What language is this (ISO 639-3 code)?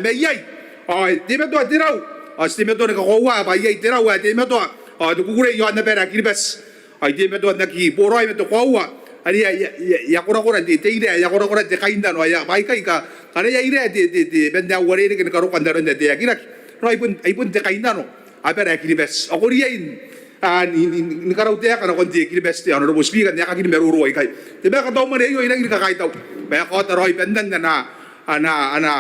gil